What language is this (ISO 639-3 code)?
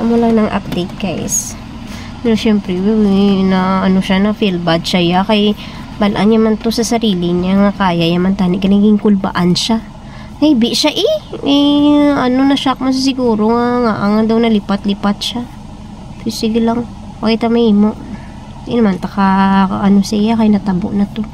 hil